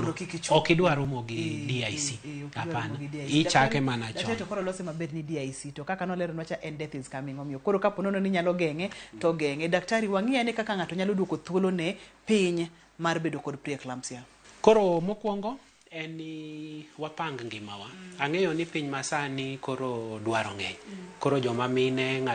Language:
Luo (Kenya and Tanzania)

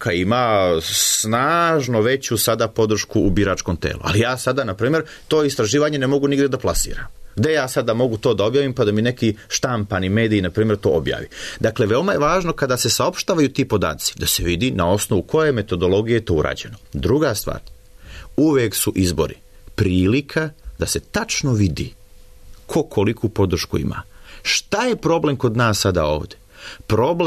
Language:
Serbian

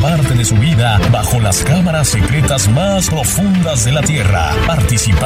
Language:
Spanish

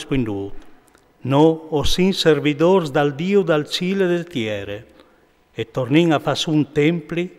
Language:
Friulian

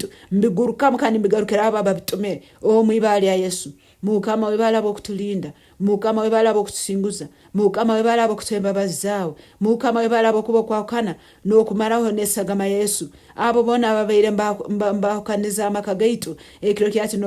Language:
Nyankole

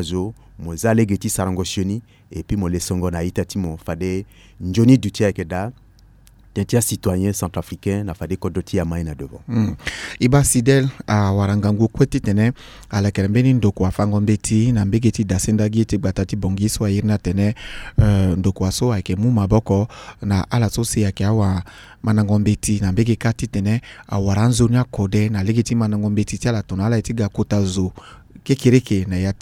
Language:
Sango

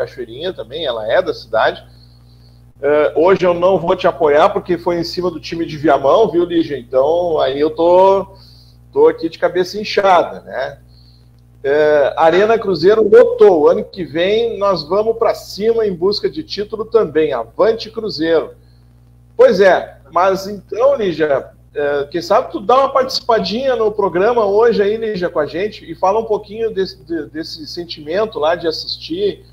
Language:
Portuguese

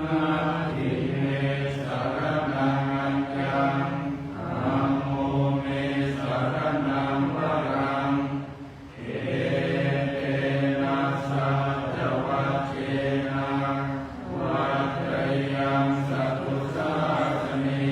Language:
Pali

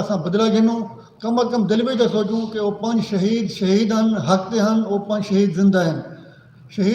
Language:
Saraiki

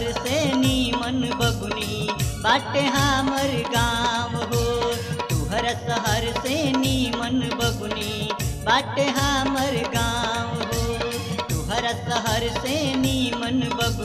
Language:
Bhojpuri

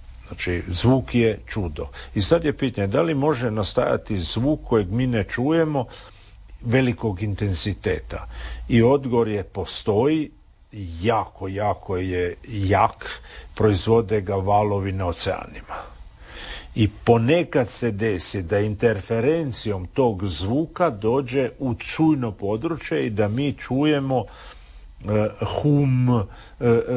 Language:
Croatian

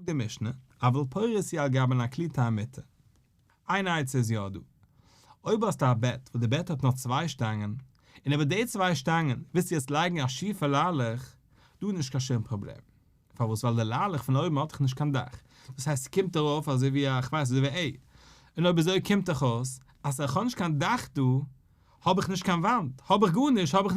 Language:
Yiddish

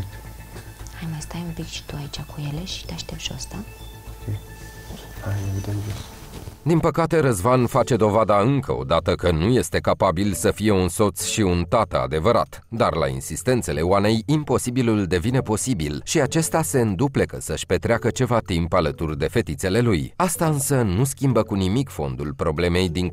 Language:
Romanian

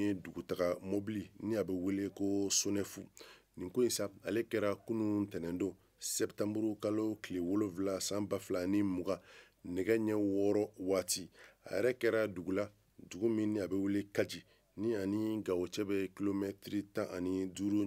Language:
Bambara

